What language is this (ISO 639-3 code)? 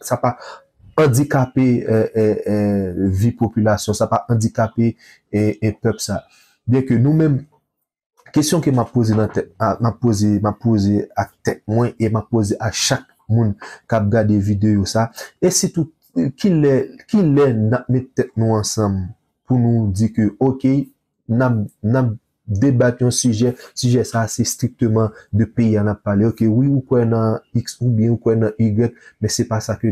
hat